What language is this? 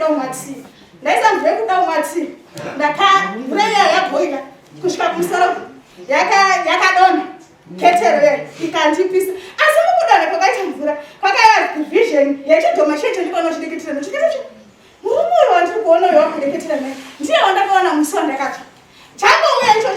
Shona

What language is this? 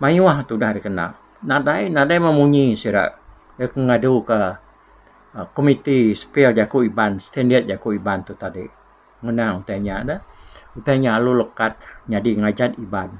Iban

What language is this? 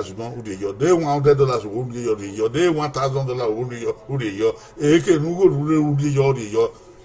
Bini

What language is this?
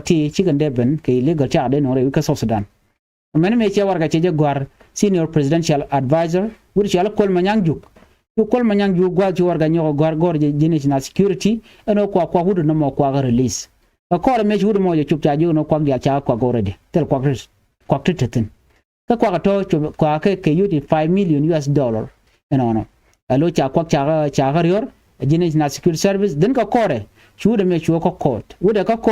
Nuer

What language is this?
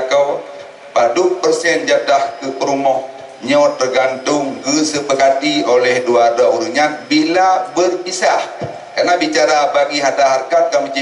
Achinese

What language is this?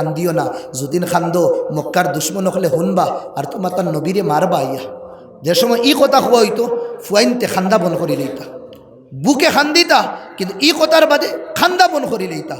Sylheti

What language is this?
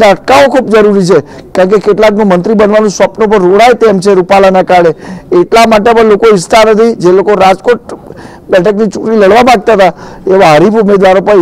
Gujarati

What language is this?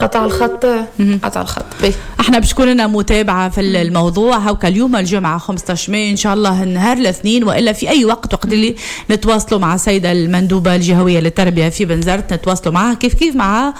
Tunisian Arabic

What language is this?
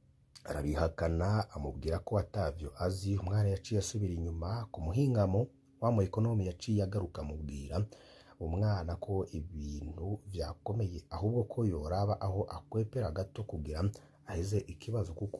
Rundi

